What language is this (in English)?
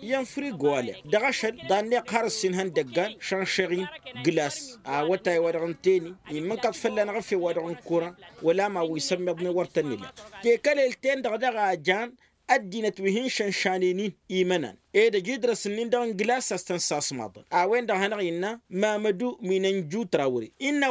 Tamasheq